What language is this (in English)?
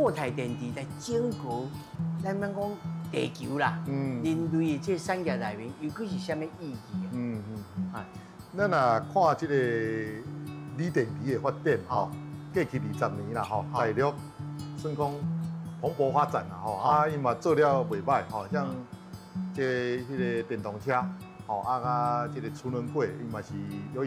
Min Nan Chinese